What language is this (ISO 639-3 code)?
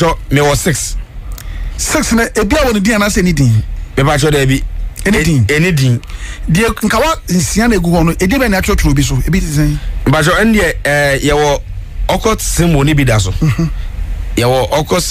aka